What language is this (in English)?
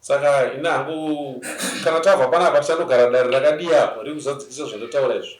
Shona